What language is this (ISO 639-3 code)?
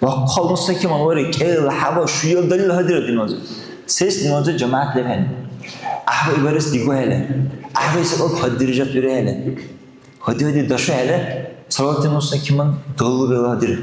dar